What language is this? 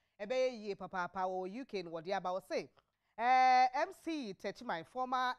Akan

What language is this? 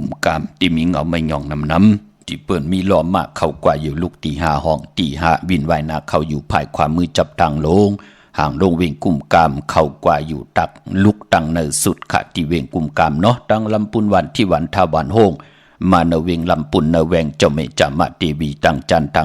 Shan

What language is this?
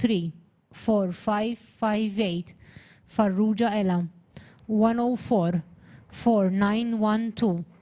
English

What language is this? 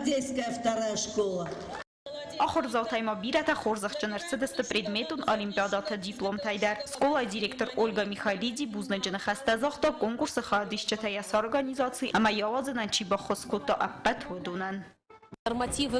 Ossetic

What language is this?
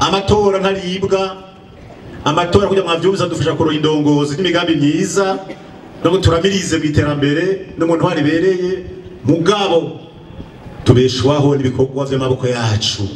Rundi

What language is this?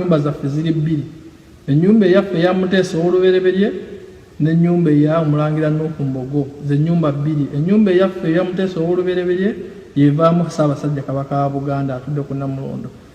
Ganda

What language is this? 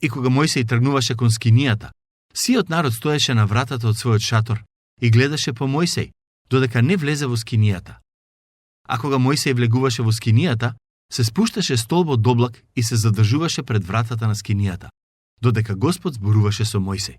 Macedonian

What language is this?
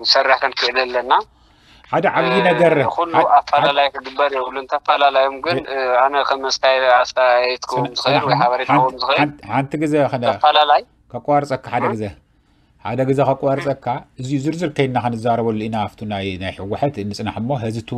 Tigrinya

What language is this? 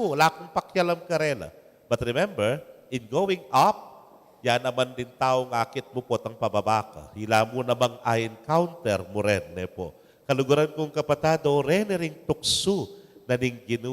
Pampanga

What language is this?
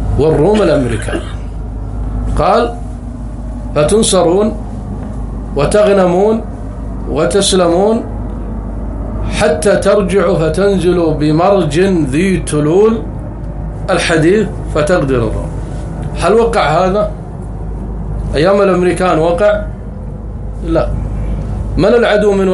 Arabic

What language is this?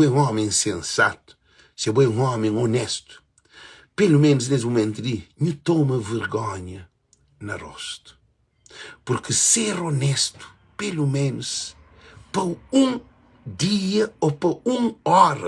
Kabuverdianu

